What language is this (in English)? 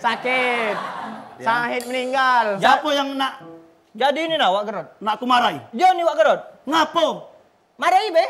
Musi